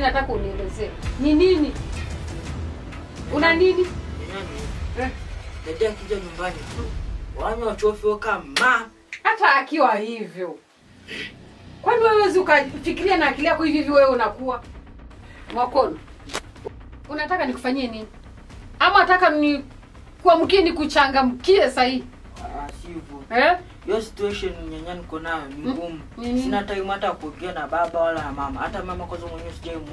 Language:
Swahili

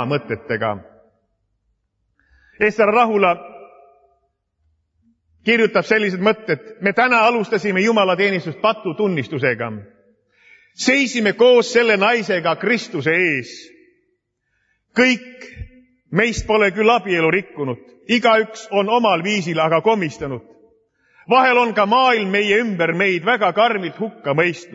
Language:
Estonian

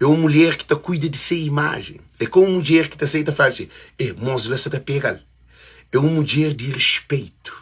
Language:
Kabuverdianu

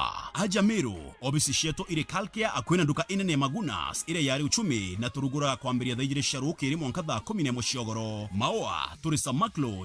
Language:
Meru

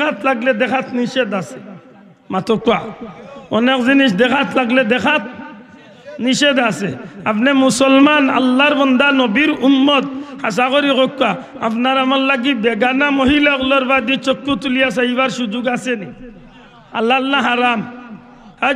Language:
Sylheti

